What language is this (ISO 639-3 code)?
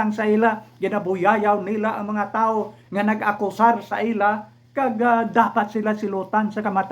hil